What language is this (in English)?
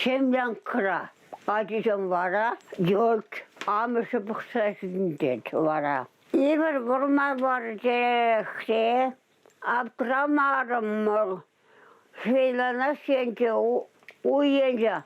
Chuvash